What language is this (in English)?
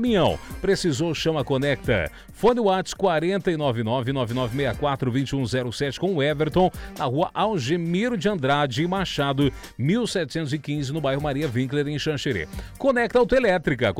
Portuguese